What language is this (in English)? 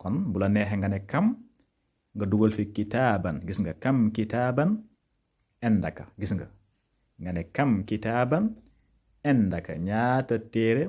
Wolof